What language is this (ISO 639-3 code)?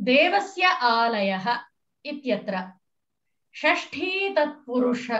san